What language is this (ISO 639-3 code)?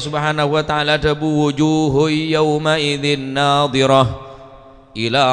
mad